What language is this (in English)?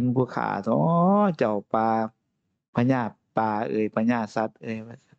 Northeastern Thai